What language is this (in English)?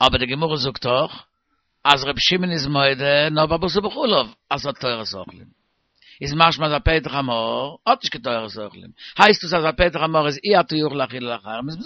Yiddish